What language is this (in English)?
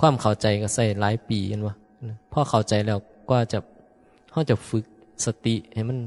Northeastern Thai